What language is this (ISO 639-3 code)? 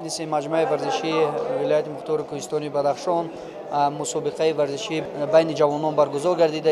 tgk